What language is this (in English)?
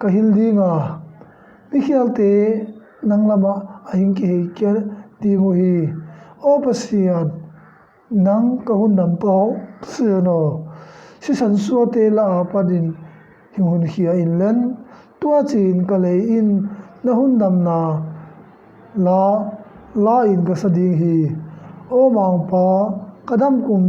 Tedim Chin